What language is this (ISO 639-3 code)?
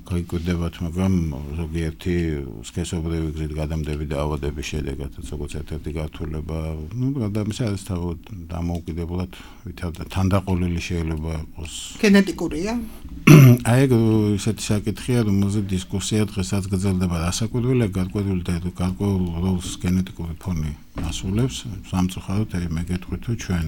kat